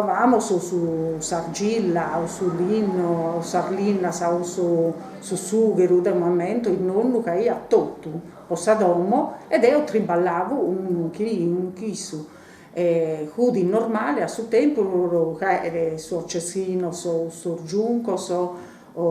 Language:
Sardinian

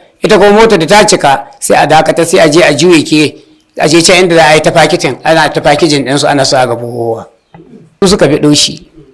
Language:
Hausa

